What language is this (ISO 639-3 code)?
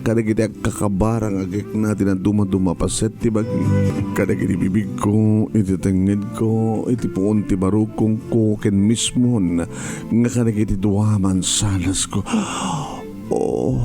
ilo